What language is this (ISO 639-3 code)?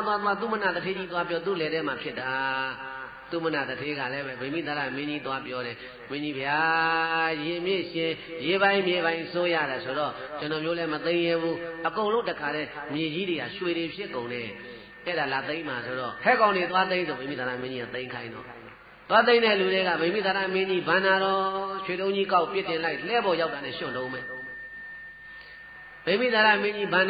mya